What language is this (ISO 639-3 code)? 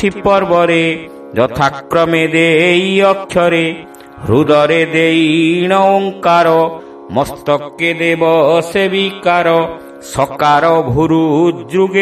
ori